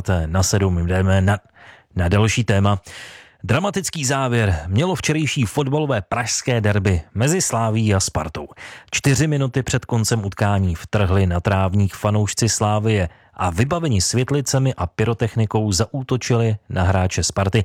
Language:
Czech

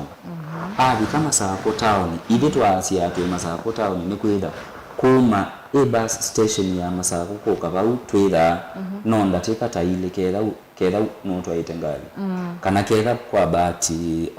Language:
Kamba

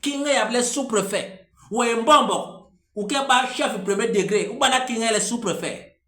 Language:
Basaa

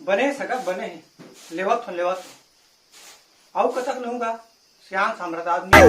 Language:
Chhattisgarhi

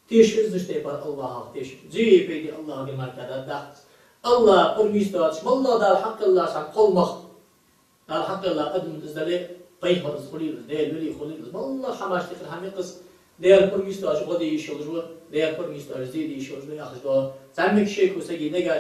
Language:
Ingush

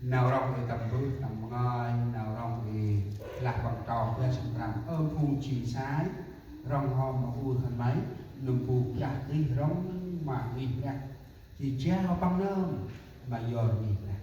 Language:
Central Mnong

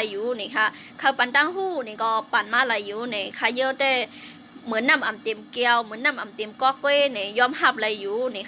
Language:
Shan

